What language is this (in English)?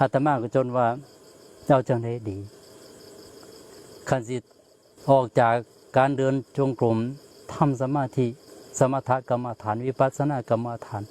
Northeastern Thai